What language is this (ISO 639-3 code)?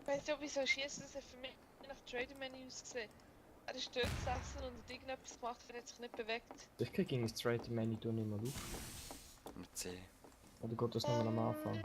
gsw